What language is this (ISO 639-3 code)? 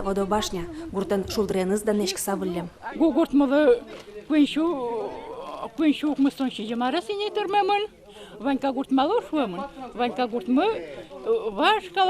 udm